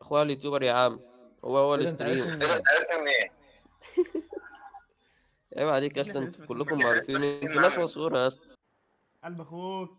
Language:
Egyptian Arabic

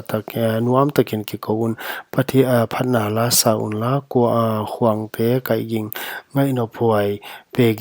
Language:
Paite Chin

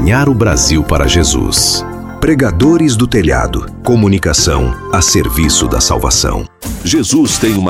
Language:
Portuguese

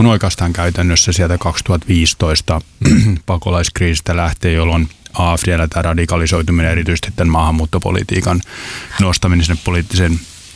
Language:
Finnish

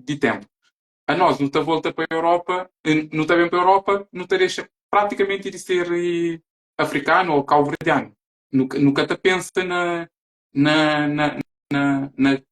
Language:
Kabuverdianu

